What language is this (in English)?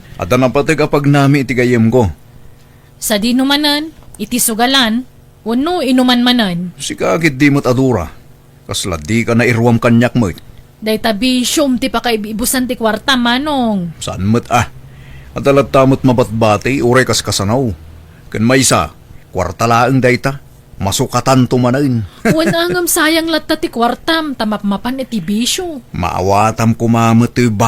Iloko